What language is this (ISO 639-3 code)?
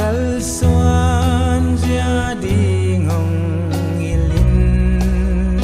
ctd